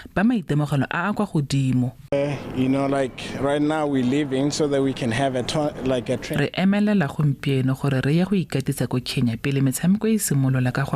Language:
Tswana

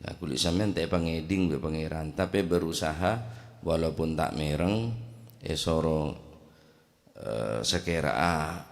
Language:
Madurese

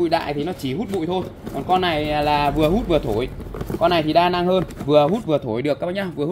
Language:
Vietnamese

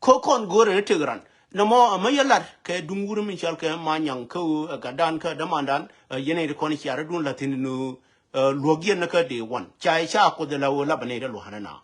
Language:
Nuer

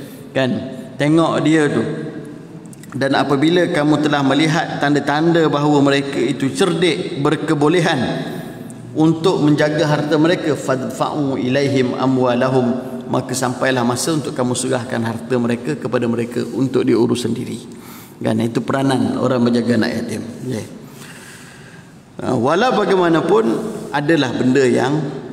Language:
Malay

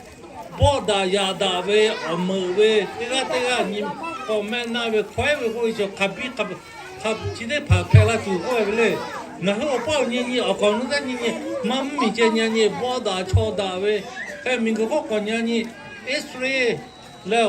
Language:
Lahu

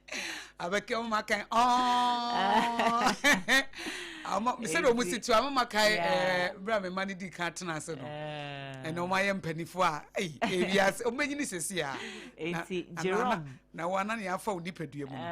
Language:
Akan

